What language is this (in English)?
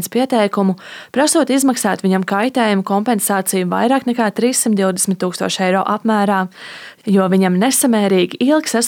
Latvian